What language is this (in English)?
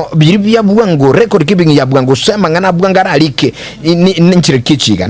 Gusii